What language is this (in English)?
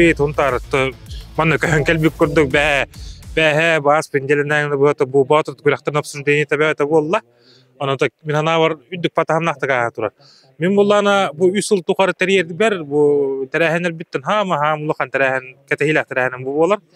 Yakut